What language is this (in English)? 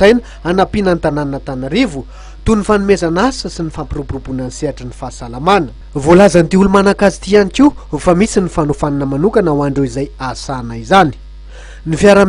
Malagasy